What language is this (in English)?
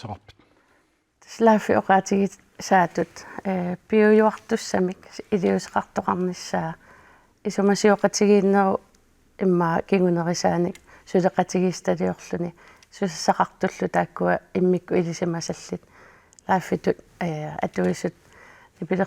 Kalaallisut